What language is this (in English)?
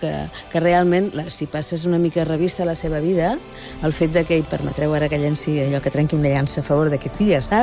Catalan